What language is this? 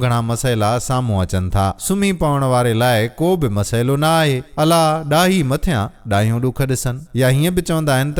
Sindhi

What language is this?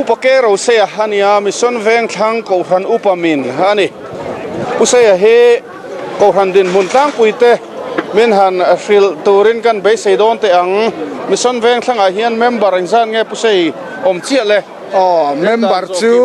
Mizo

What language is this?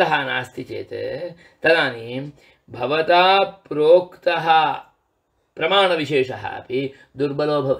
Sanskrit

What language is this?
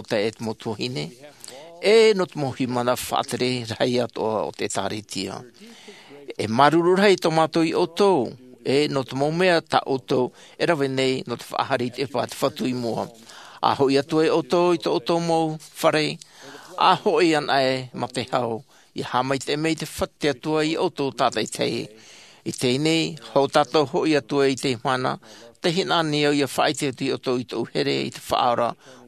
Tahitian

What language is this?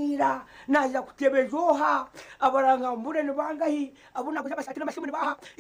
Nyankole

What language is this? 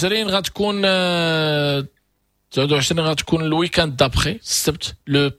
Moroccan Arabic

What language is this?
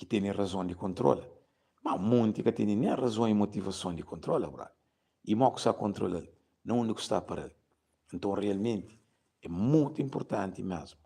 Kabuverdianu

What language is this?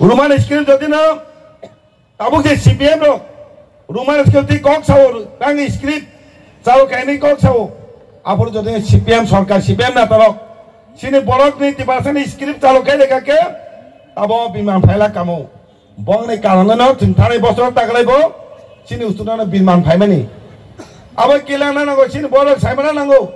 Kok Borok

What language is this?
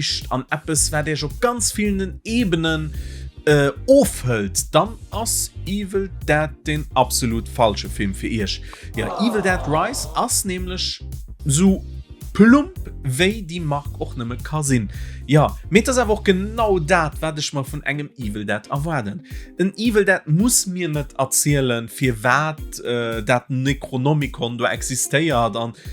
Luxembourgish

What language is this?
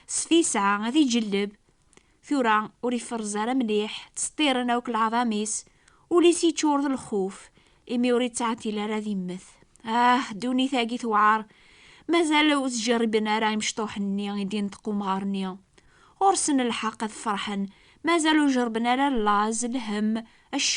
Kabyle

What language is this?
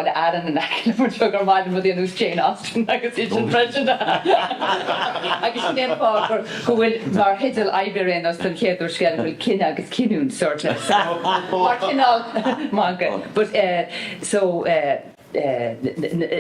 Irish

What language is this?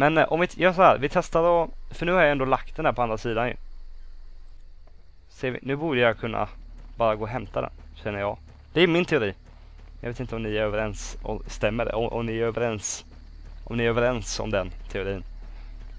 Swedish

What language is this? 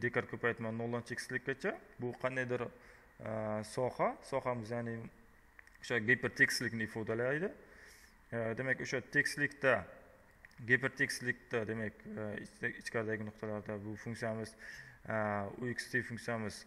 Uzbek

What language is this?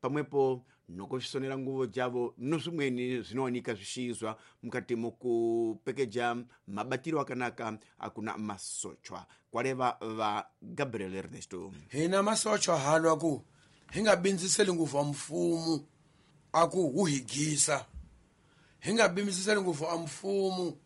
Tsonga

